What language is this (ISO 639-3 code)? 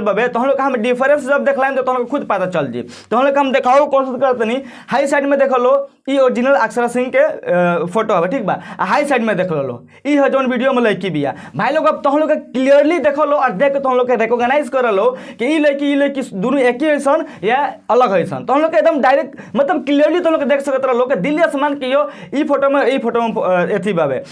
bho